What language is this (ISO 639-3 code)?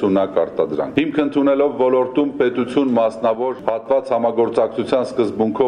hye